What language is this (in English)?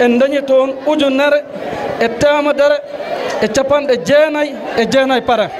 Fula